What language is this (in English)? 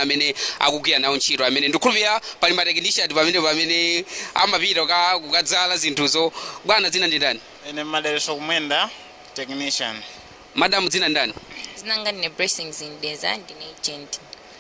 Nyanja